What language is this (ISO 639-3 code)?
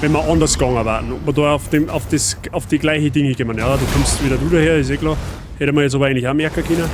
bar